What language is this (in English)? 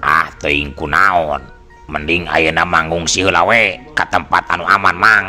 Sundanese